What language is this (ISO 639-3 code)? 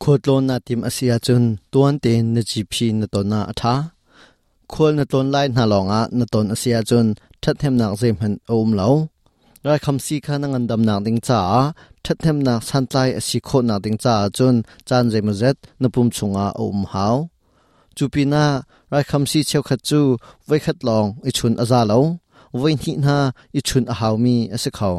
cnh